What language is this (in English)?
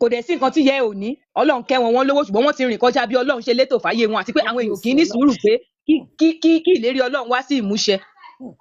Yoruba